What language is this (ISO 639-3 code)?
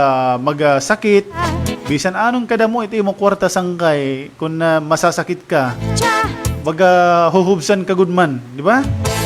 war